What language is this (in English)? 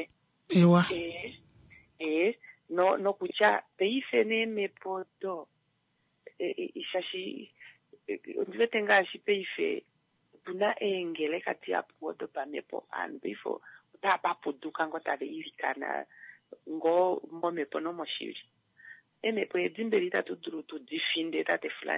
Kuanyama